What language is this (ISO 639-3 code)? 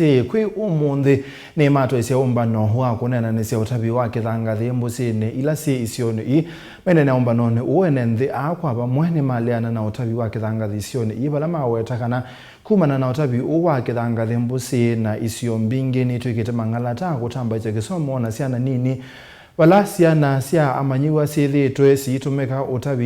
kam